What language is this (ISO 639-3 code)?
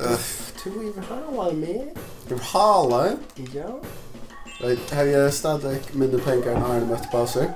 fao